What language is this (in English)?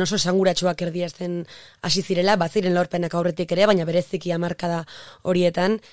Basque